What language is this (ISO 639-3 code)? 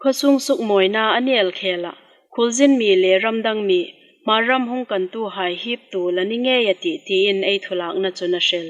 hmr